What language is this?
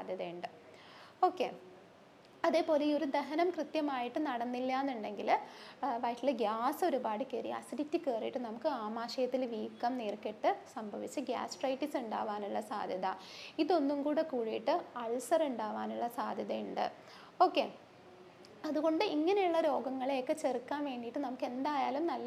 Malayalam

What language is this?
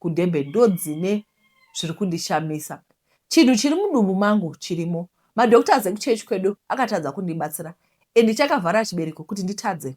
Shona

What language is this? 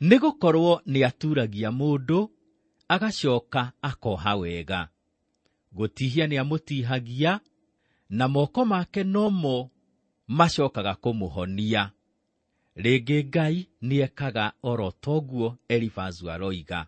Kikuyu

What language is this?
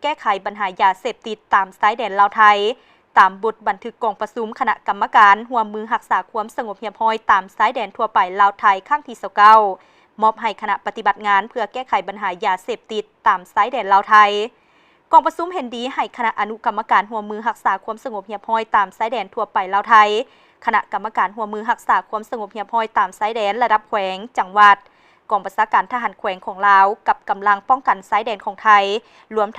Lao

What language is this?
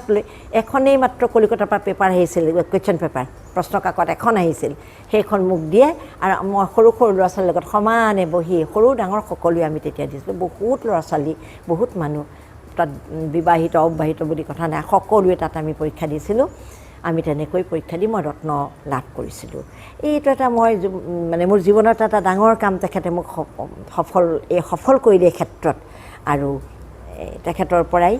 Assamese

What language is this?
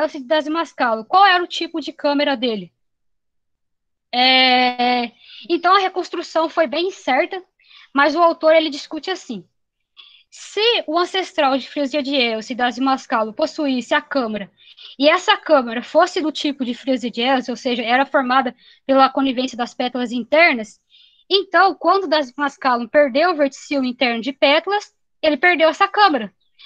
Portuguese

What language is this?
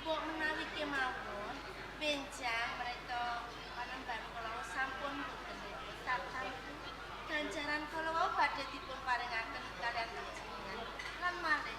Javanese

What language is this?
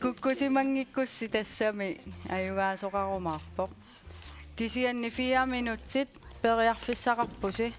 Kalaallisut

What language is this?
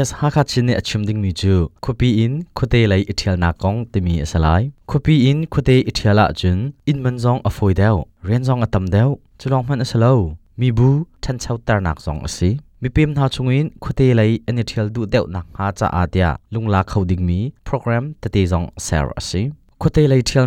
Hakha Chin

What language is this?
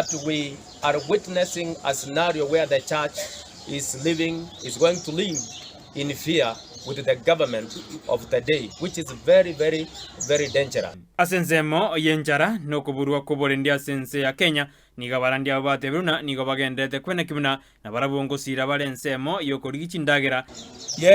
Gusii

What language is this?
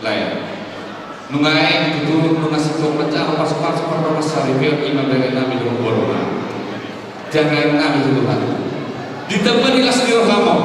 Batak Toba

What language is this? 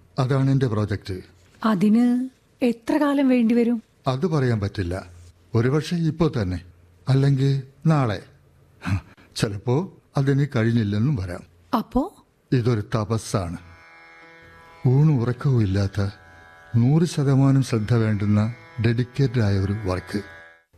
Malayalam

